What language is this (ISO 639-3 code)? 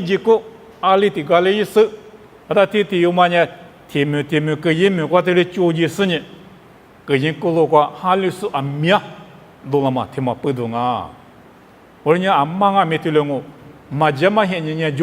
lis